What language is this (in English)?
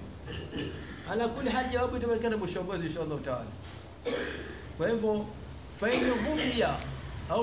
Swahili